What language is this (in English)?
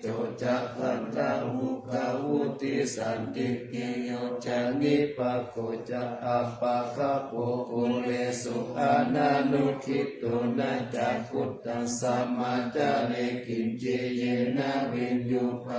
Pali